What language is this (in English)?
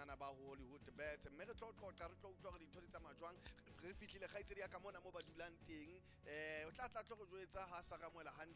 Southern Sotho